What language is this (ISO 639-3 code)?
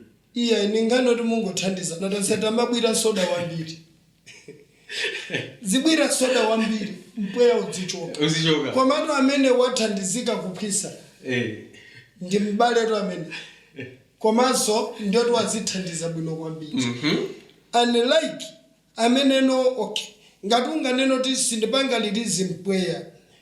nya